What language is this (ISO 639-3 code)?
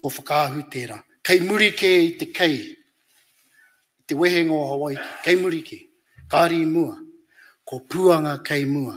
mri